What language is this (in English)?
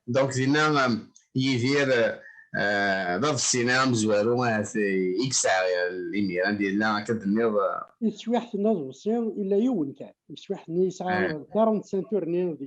Kabyle